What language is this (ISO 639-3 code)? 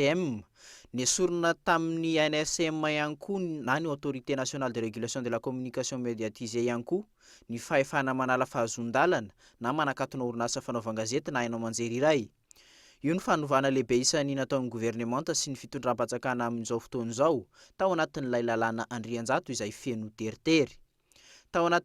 mlg